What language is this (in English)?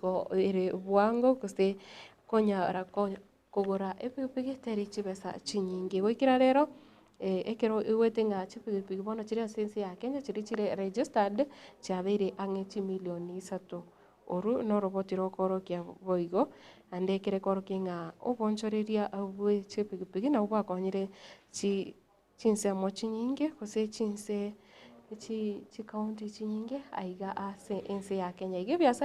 Gusii